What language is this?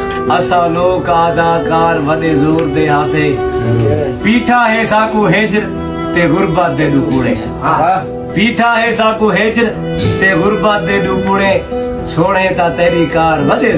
Saraiki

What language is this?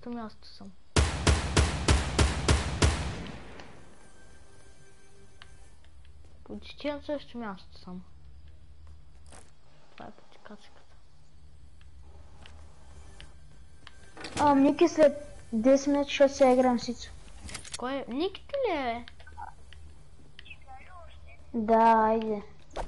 Bulgarian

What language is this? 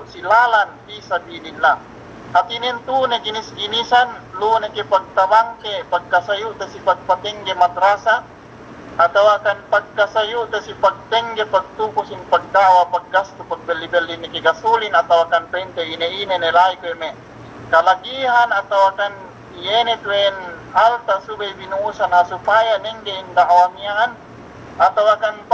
Yakan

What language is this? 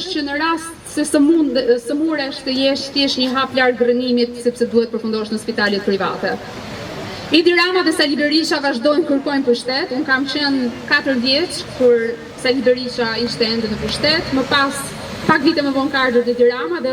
Albanian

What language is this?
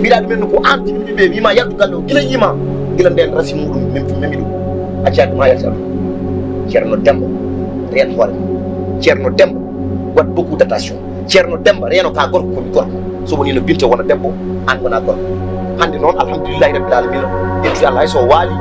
Fula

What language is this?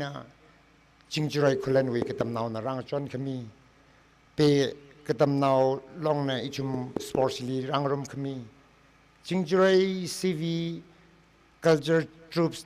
Tangkhul Naga (India)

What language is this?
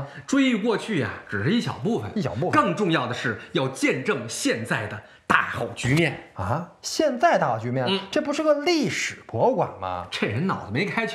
Chinese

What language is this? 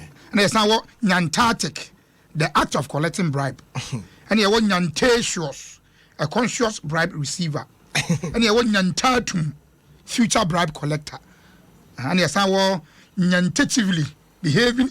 Akan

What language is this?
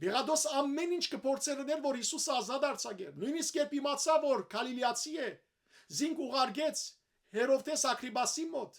Western Armenian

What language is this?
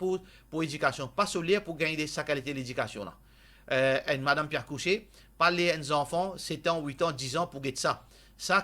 Morisyen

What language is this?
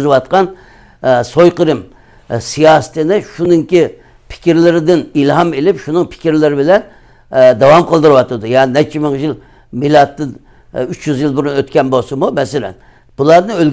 Uyghur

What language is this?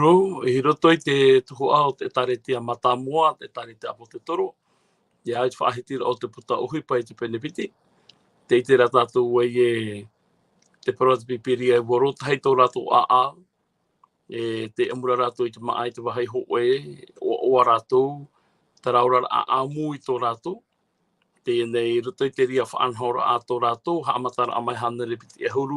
Tahitian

